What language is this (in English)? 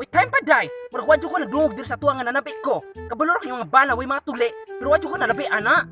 Cebuano